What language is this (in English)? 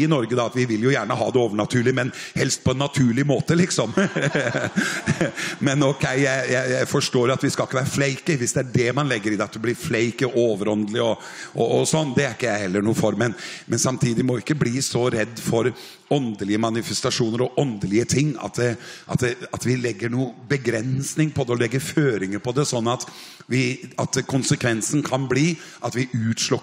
Norwegian